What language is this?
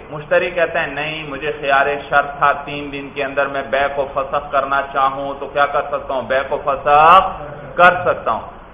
Urdu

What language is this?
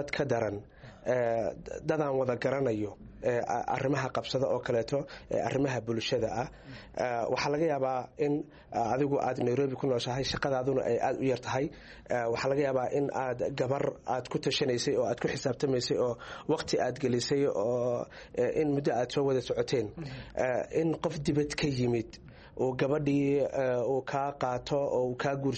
Somali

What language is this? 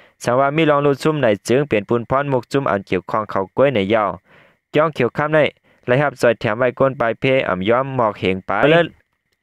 Shan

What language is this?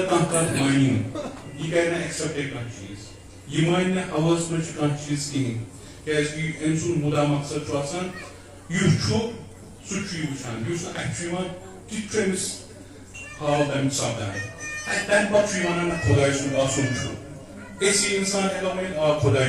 Kashmiri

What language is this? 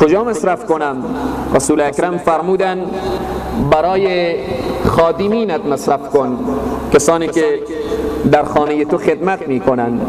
Persian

